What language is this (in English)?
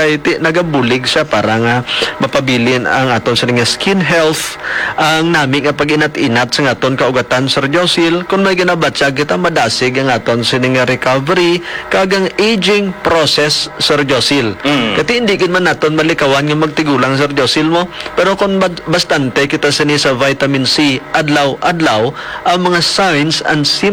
Hiligaynon